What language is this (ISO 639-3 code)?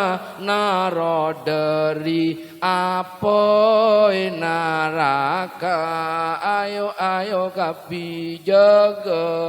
mad